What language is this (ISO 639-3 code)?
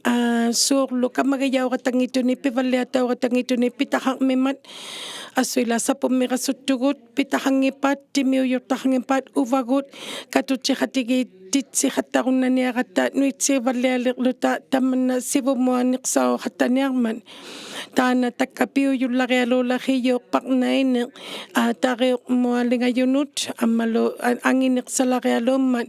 iku